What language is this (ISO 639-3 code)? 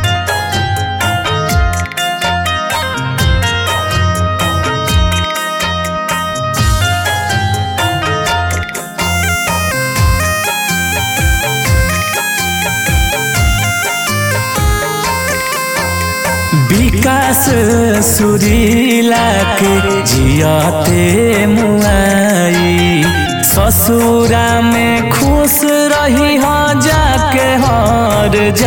bho